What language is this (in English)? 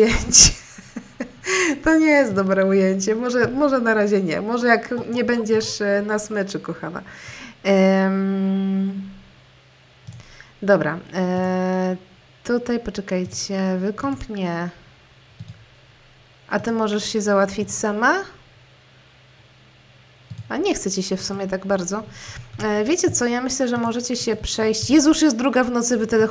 Polish